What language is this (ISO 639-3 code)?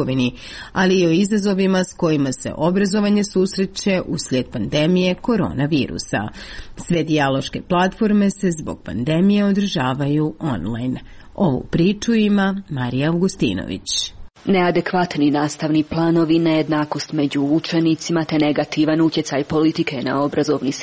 hrv